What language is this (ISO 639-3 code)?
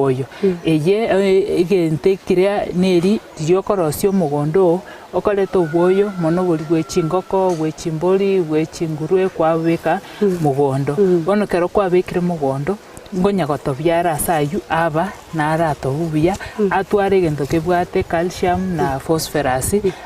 guz